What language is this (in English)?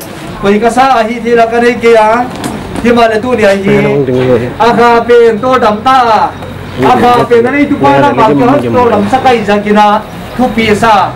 Paite Chin